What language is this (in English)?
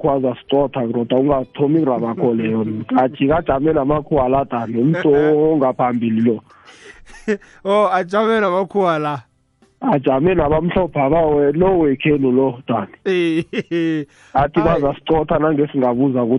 South Ndebele